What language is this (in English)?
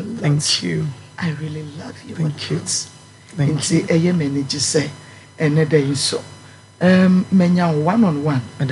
Akan